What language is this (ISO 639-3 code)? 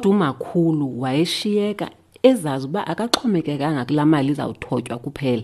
xho